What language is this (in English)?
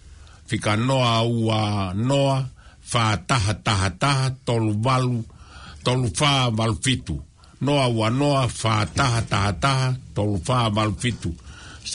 Tongan